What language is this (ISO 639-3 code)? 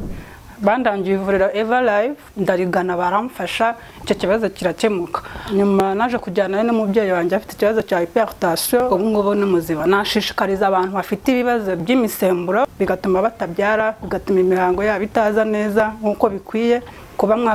kin